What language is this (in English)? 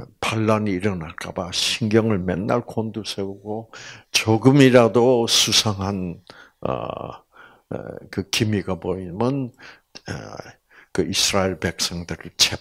Korean